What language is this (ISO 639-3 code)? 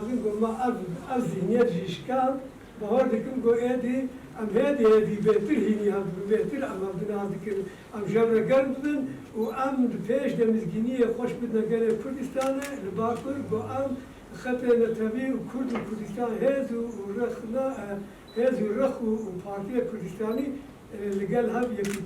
kur